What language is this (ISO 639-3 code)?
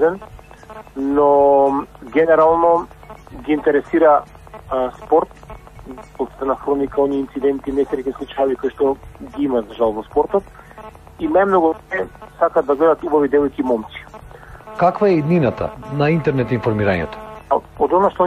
mkd